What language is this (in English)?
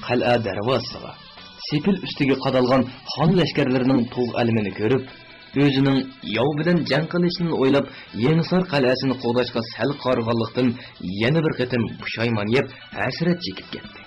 Uyghur